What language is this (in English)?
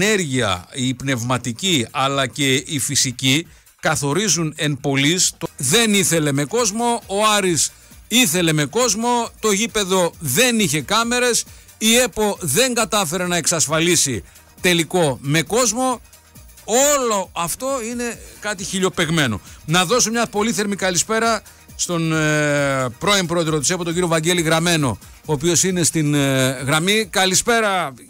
Greek